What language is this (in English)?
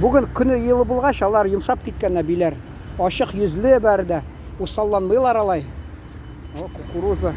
Tatar